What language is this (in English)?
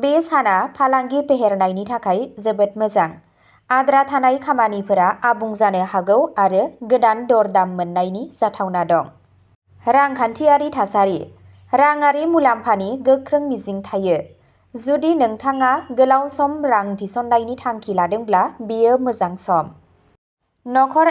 Bodo